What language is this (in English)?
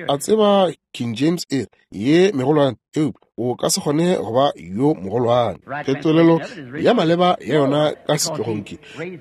Northern Sotho